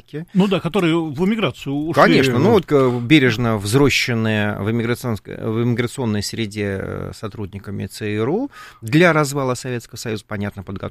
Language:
Russian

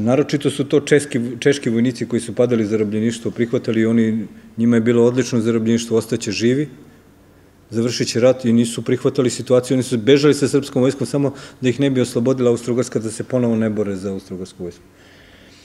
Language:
Serbian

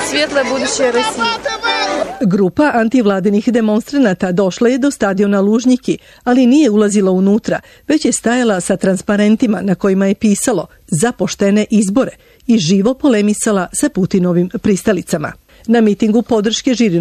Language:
Serbian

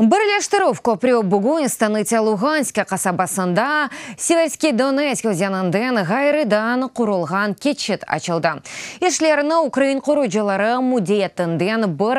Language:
Crimean Tatar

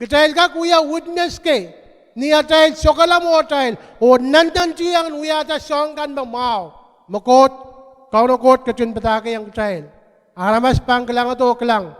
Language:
Pohnpeian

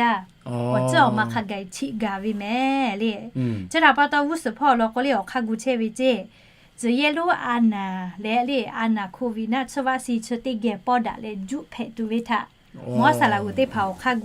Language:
Lahu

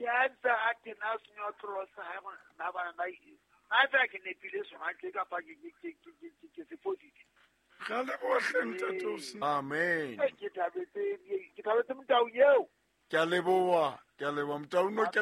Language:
Southern Sotho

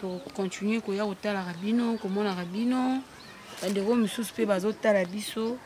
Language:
Lingala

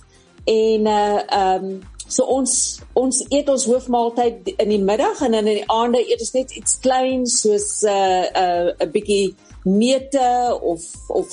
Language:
Afrikaans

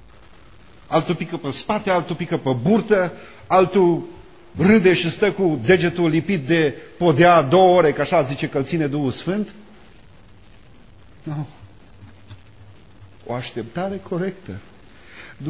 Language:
Romanian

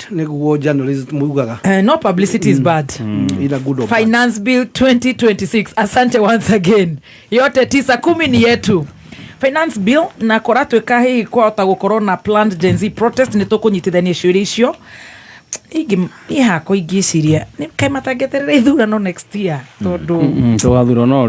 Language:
Kikuyu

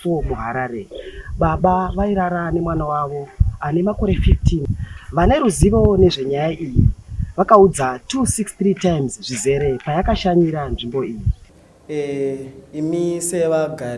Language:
Shona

